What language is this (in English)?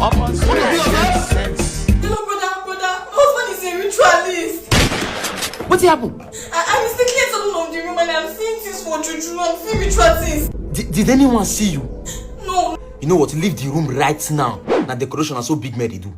Nigerian Pidgin